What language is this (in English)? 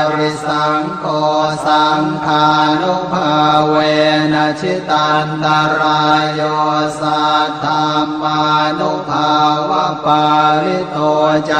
Pali